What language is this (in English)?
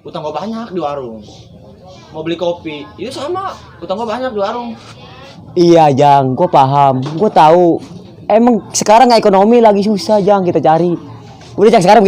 Betawi